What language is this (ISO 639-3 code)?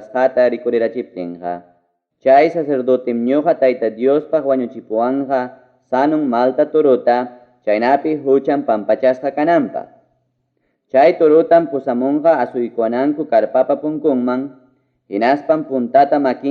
quy